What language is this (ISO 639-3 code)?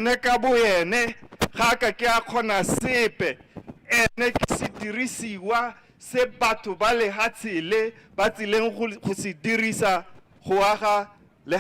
tsn